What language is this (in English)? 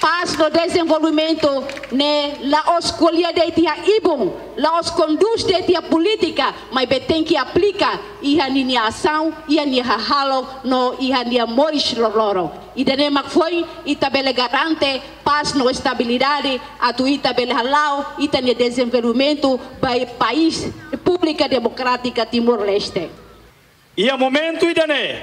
Tetum